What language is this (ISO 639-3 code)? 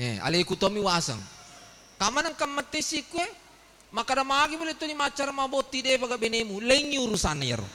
bug